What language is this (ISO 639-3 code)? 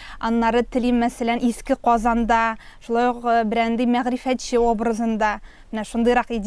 tat